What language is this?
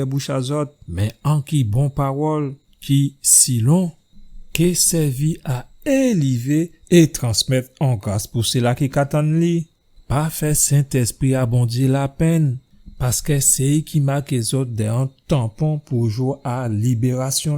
Guadeloupean Creole French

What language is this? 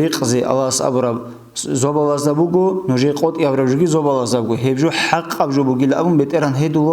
Avaric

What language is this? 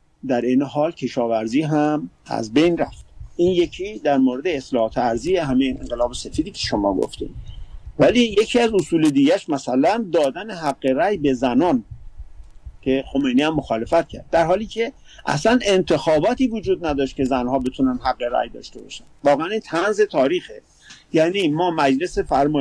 Persian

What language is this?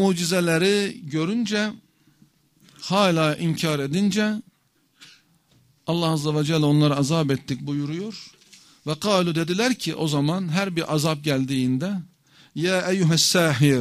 Turkish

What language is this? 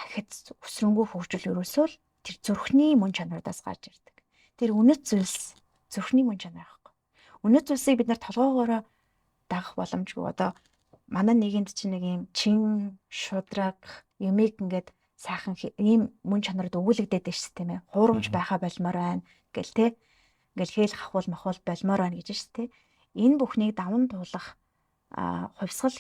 Mongolian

